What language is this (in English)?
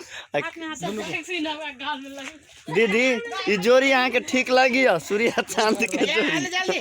Maithili